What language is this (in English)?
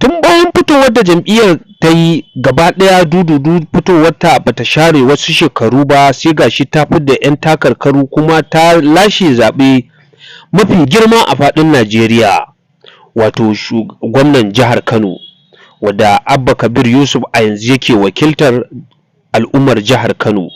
Hausa